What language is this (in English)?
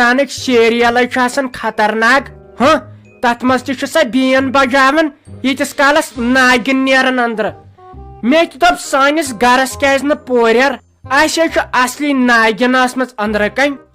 Kashmiri